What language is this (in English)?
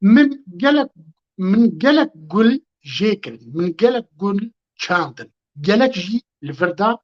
Kurdish